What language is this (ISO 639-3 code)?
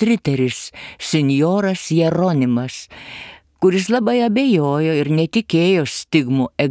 lit